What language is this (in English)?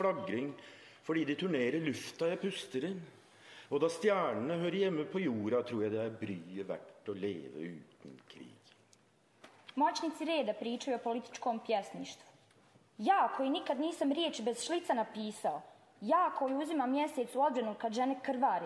Bosnian